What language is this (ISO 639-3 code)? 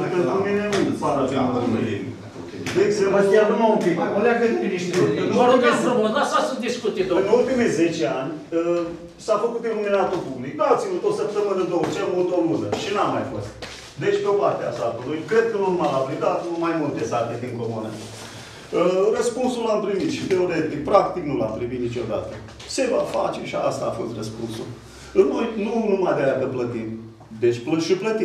ron